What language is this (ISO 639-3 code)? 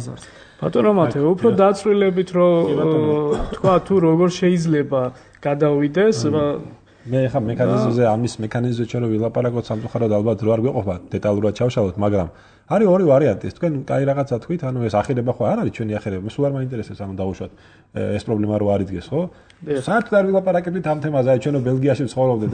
kat